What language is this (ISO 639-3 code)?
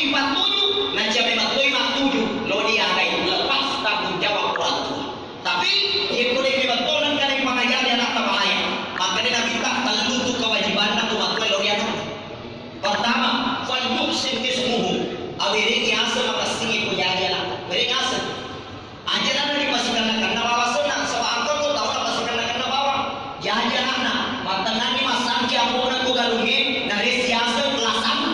bug